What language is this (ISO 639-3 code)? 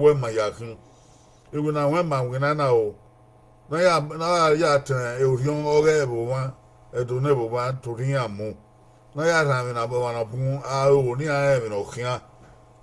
bin